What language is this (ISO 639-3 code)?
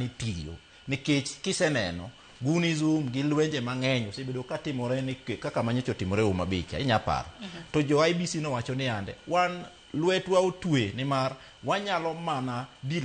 luo